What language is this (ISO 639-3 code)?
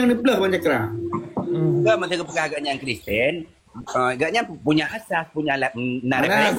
ace